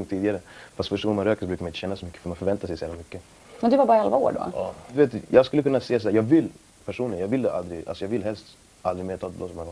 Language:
Swedish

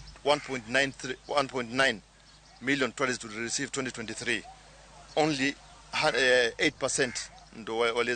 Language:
Luo (Kenya and Tanzania)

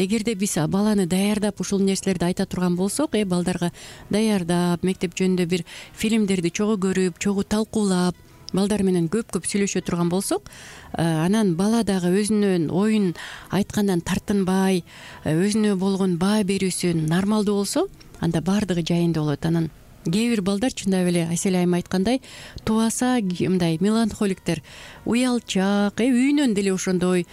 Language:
Kyrgyz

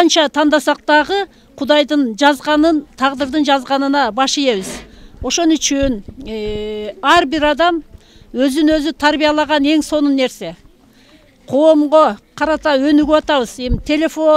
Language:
Kyrgyz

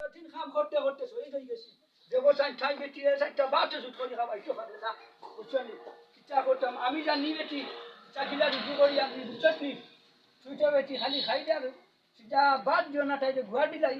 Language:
Sylheti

